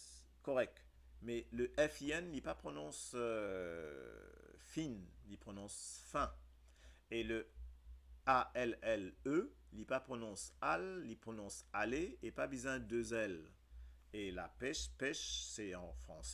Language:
Morisyen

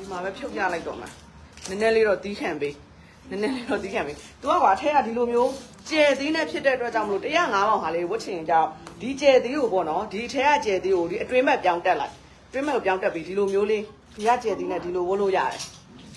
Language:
Burmese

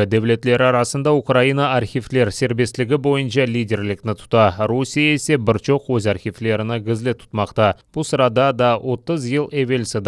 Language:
Crimean Tatar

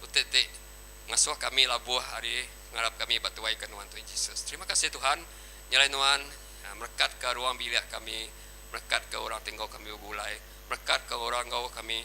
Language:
Iban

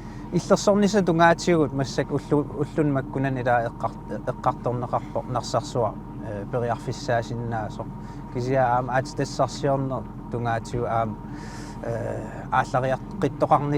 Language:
Kalaallisut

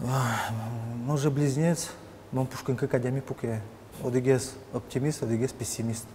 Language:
Udmurt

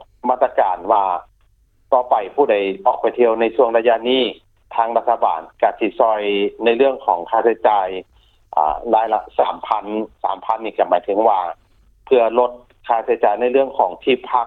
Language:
Lao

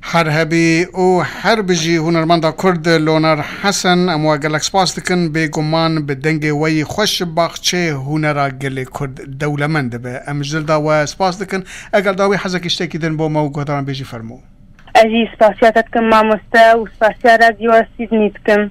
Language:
Kurdish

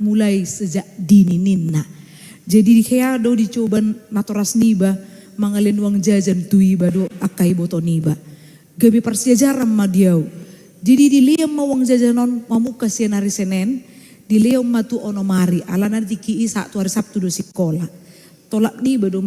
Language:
Batak Toba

